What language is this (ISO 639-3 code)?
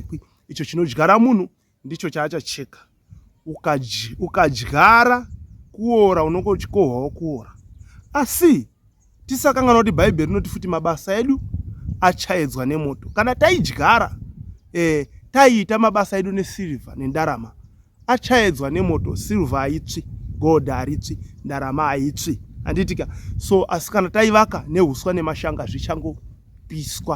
sna